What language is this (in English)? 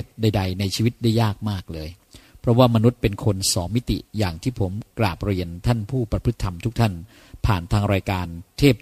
Thai